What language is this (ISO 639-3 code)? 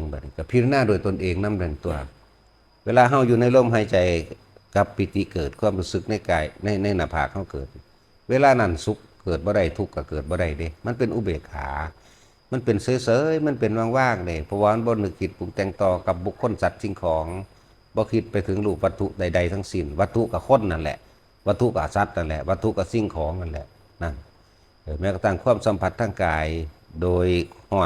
tts